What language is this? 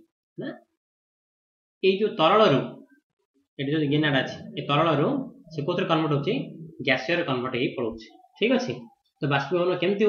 Odia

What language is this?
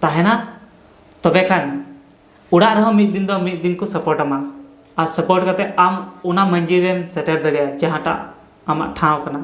Santali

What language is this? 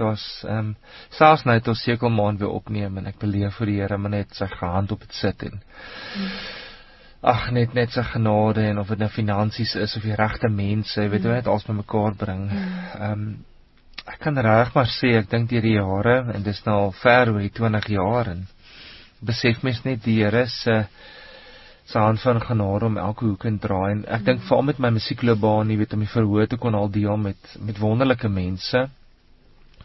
Afrikaans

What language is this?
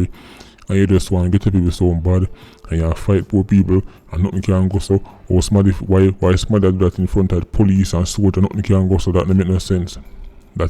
Jamaican Creole English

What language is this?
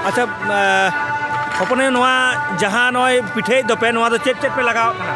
Santali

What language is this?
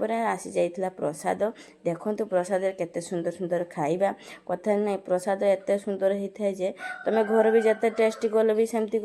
Odia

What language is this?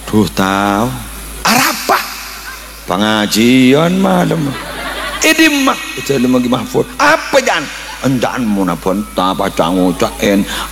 Madurese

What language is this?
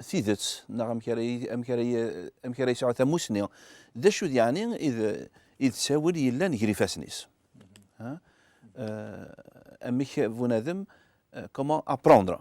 Kabyle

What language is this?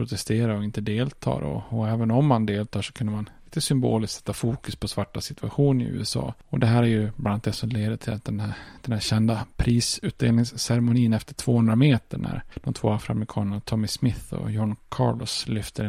Swedish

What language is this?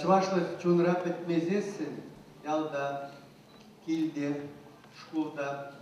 Chuvash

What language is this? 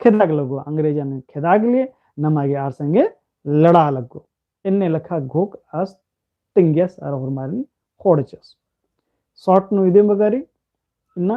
Kurukh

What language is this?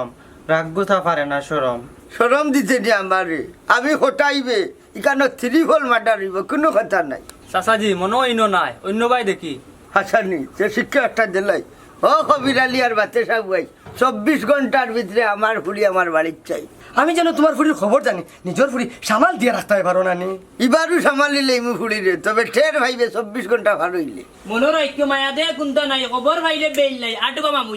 Sylheti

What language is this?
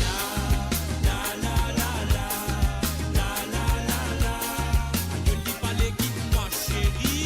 Morisyen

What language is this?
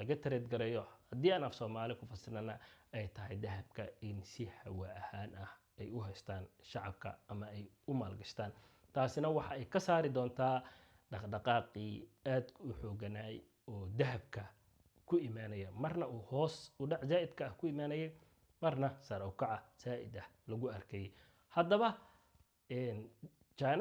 Somali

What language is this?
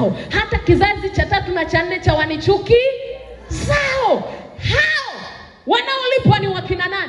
Swahili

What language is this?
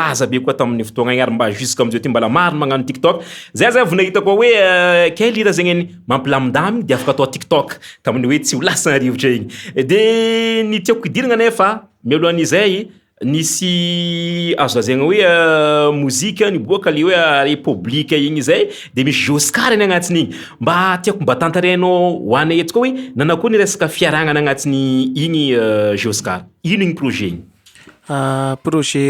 Malagasy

